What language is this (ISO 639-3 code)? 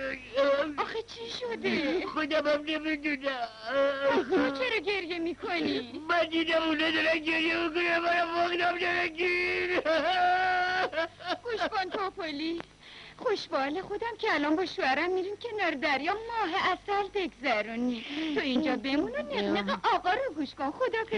fas